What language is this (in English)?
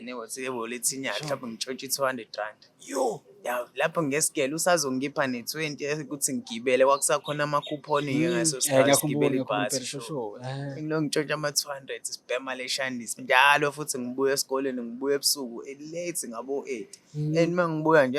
Zulu